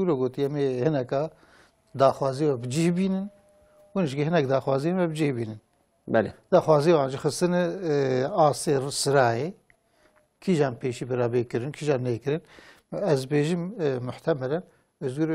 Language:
Kurdish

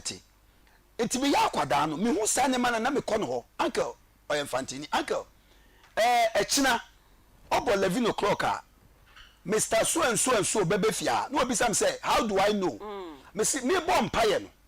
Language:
Akan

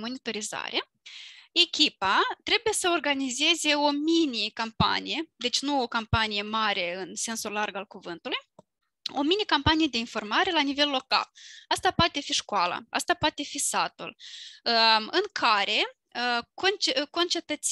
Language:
Romanian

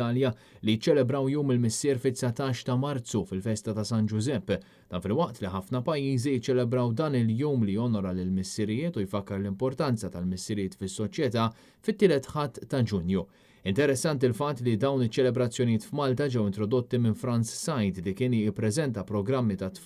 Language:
Maltese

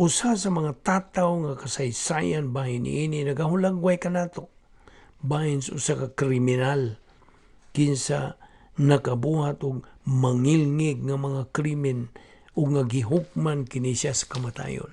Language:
Cebuano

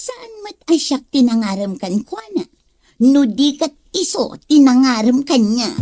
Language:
Iloko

